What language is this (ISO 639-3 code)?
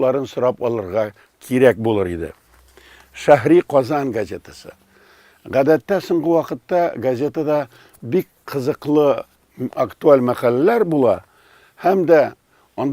tat